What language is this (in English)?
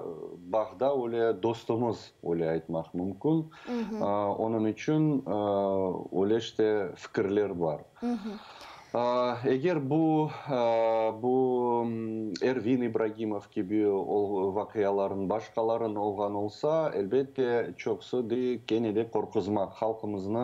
Crimean Tatar